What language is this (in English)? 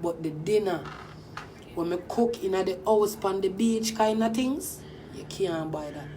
Jamaican Creole English